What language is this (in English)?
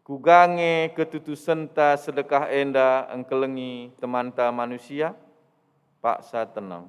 Batak Karo